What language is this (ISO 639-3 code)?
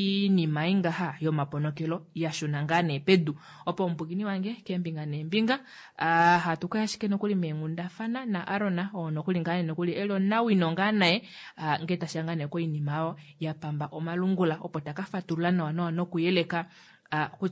kua